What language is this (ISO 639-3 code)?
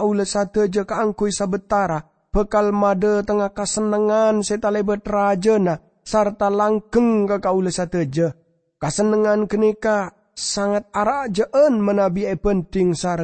mad